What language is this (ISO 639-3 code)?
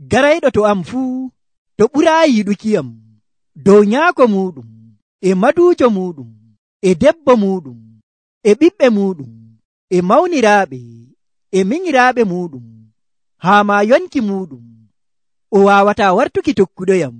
fuv